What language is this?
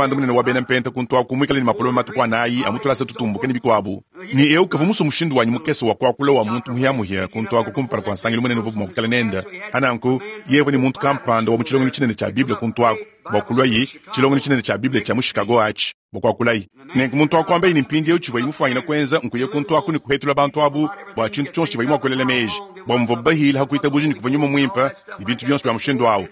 Luba-Lulua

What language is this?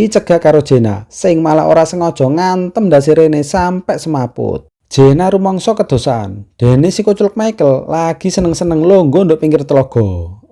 Javanese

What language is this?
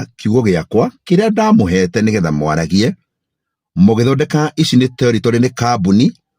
Kikuyu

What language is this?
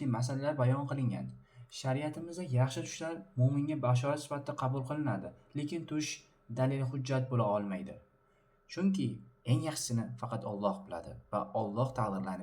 Uzbek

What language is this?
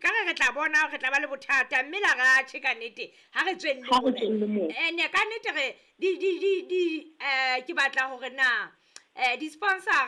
Southern Sotho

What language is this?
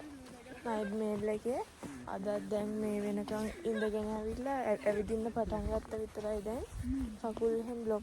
Sinhala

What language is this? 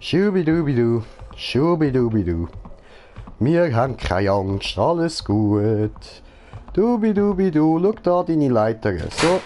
Swiss German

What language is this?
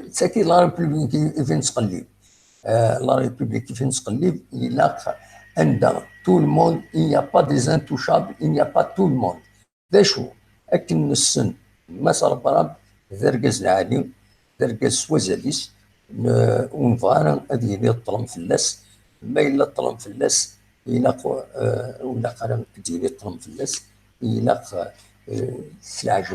Kabyle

